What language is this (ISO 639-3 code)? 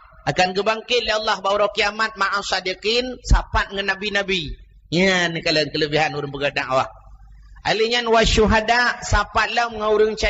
ace